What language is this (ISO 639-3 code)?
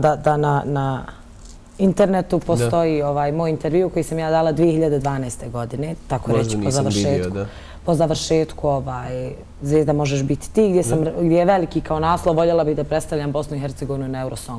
bos